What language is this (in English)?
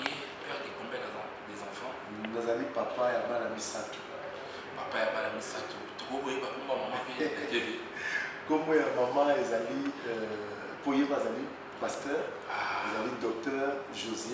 Lingala